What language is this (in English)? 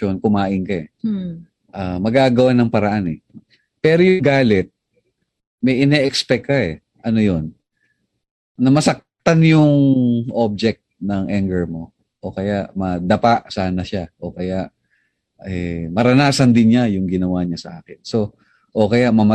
Filipino